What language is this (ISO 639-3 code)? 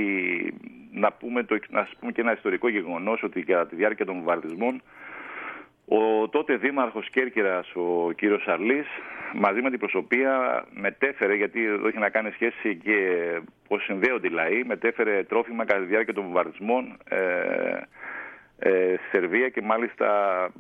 ell